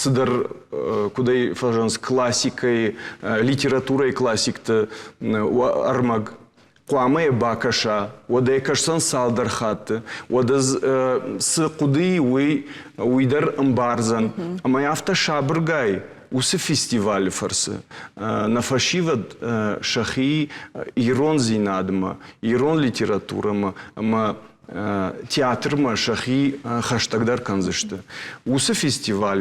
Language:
Ossetic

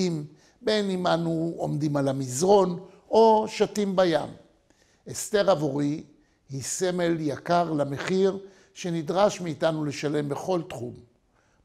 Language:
Hebrew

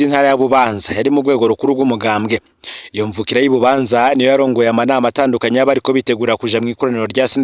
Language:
Rundi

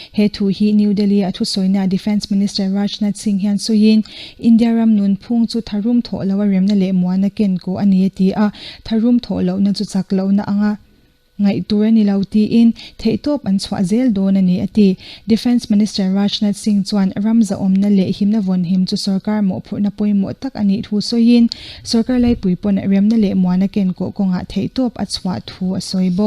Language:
Mizo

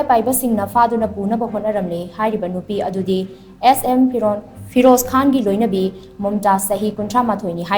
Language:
Manipuri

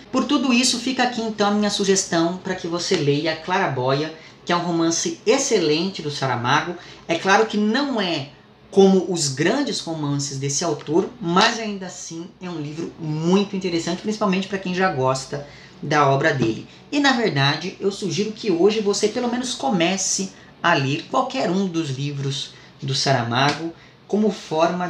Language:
Portuguese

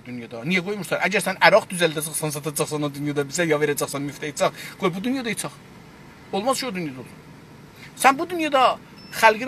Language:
South Azerbaijani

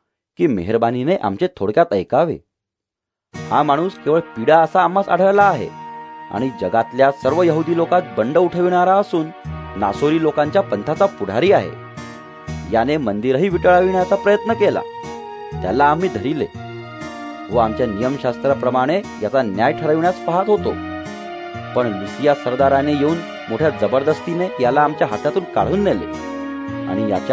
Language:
Marathi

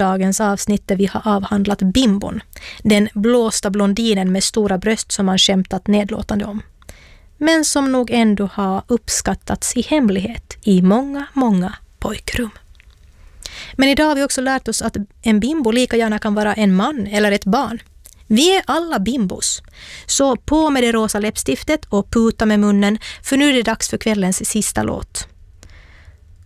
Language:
Swedish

